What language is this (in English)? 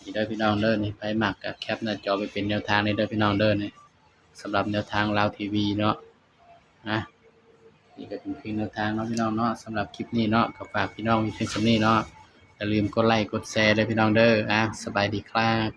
Northeastern Thai